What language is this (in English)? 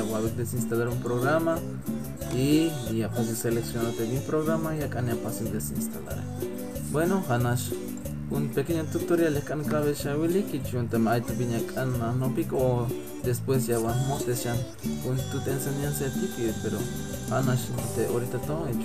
Tzeltal